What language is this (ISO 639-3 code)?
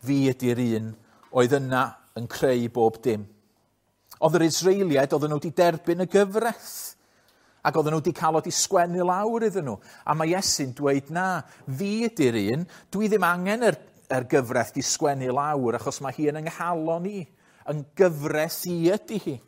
cym